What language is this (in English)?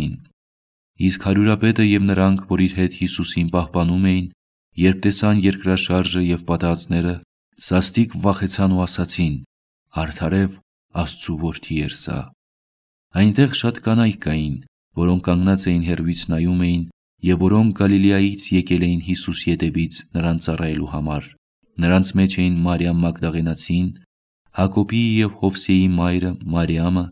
Armenian